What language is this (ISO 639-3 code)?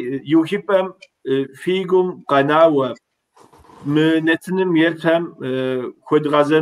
kbd